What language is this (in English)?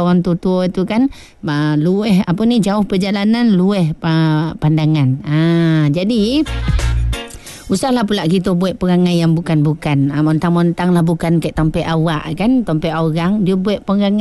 Malay